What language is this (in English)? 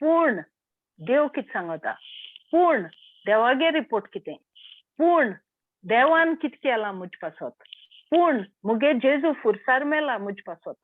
Konkani